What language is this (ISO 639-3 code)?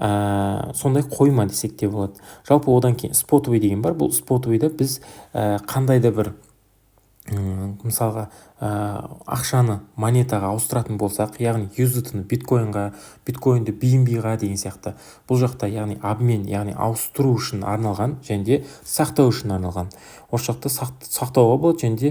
kaz